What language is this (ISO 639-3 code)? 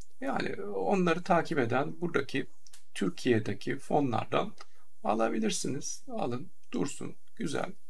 tur